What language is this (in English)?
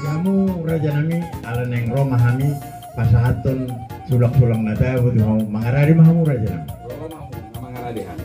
Batak Toba